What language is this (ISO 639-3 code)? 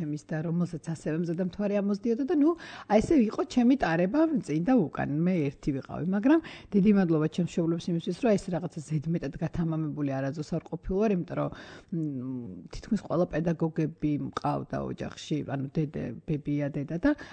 kat